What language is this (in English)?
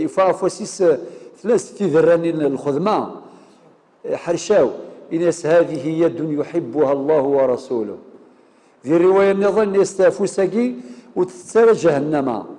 Kabyle